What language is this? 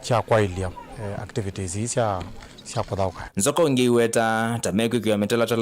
Kamba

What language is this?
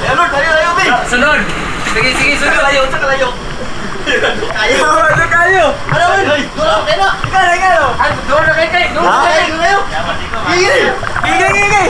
Cebuano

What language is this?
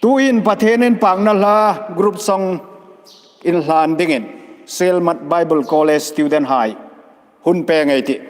Hmar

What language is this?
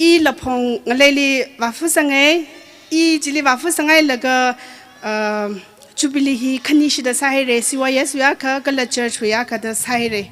Tangkhul Naga (India)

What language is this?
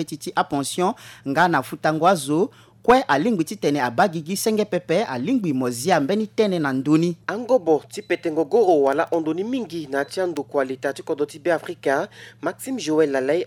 Sango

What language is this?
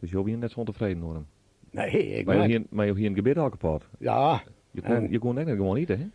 Western Frisian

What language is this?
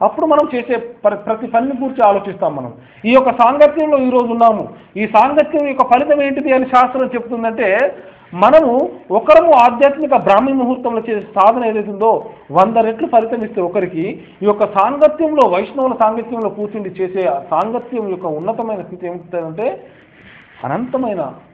Telugu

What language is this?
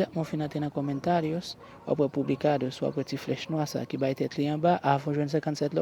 Haitian Creole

